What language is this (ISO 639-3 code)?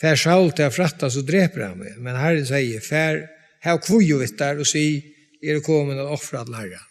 fao